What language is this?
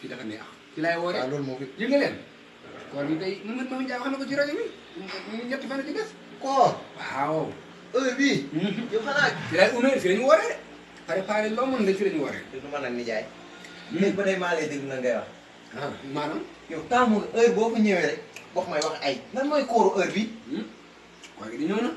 Wolof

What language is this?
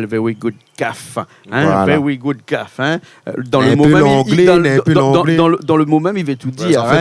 Réunion Creole French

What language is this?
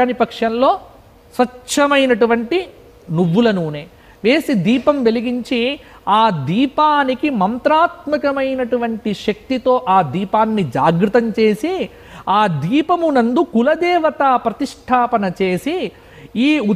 Telugu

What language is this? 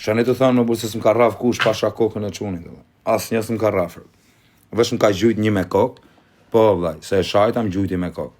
Albanian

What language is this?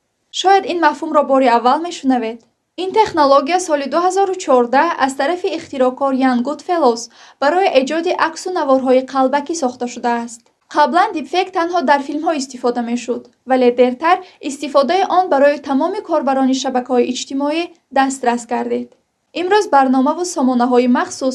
Tajik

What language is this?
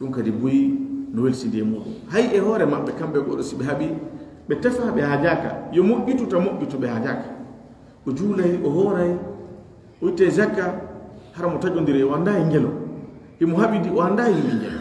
Pular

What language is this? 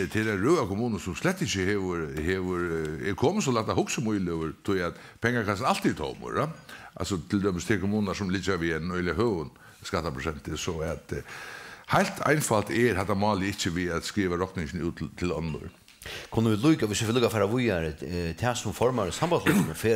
Faroese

